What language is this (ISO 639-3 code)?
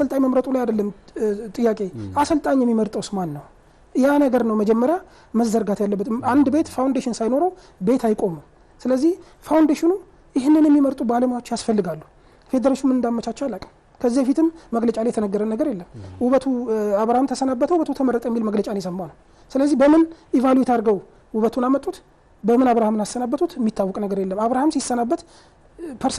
amh